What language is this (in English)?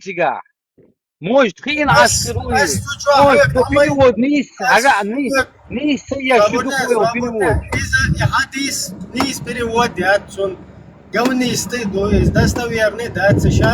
Chechen